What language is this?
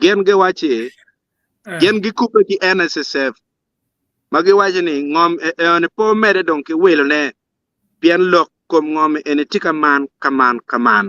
Acoli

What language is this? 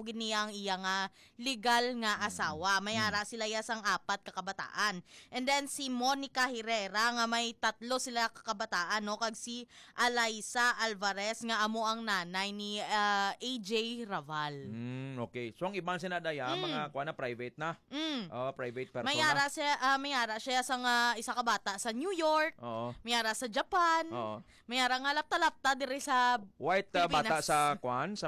Hiligaynon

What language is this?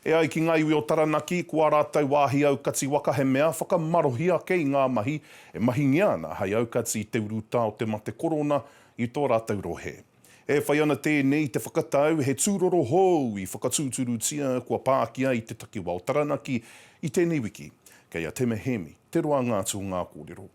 Māori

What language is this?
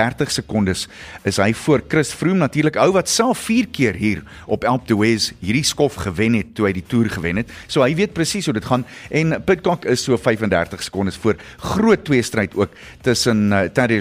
Afrikaans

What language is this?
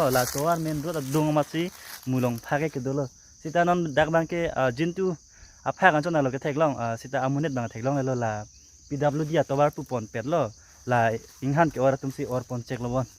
Karbi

